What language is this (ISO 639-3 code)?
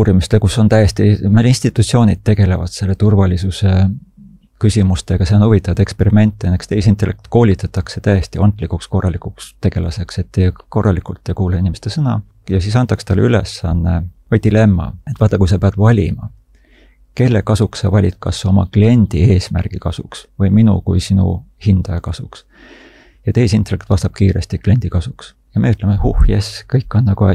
est